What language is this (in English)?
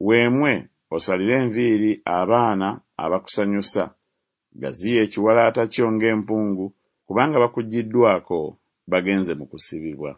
Ganda